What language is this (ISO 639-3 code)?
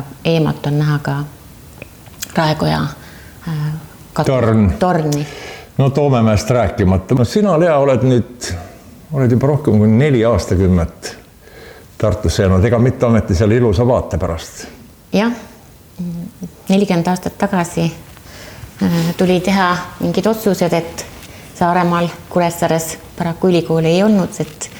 est